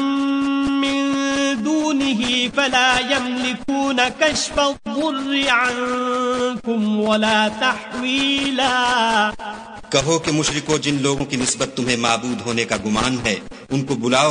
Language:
Urdu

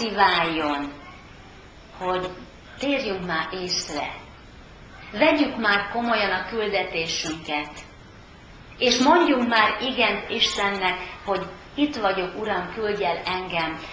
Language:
Hungarian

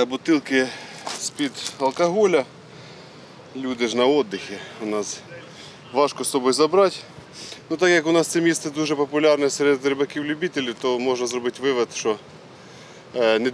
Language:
Ukrainian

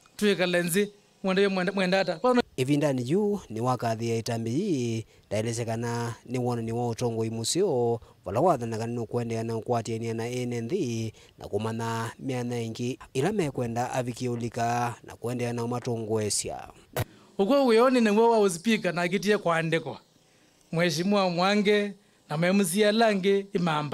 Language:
Kamba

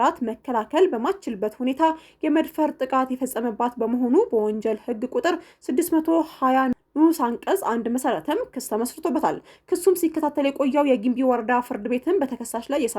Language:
Amharic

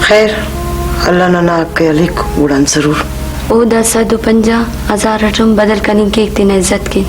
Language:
Brahui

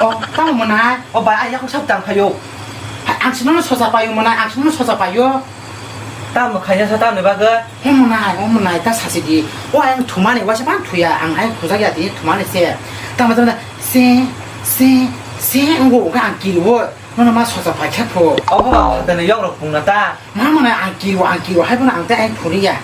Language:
Kok Borok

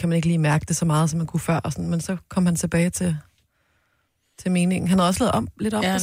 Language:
Danish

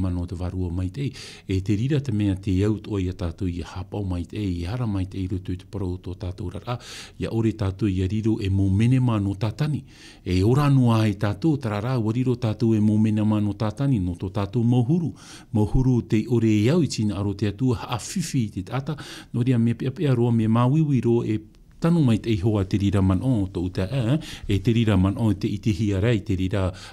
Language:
Tahitian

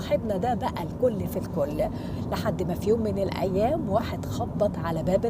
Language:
Egyptian Arabic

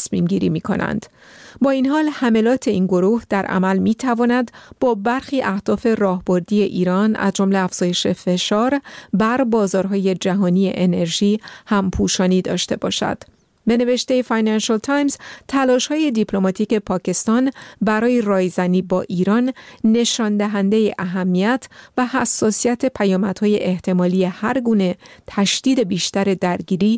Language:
Persian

